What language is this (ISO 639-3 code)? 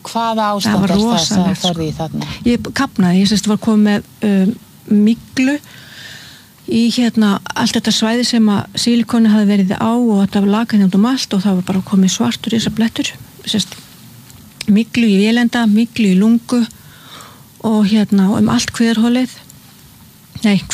isl